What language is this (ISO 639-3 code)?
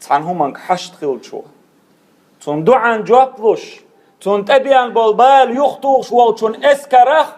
che